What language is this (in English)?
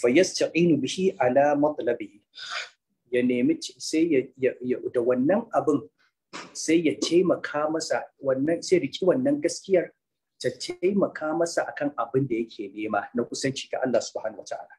Hausa